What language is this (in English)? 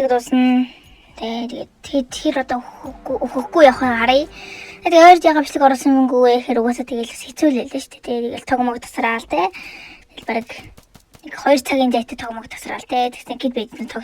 Mongolian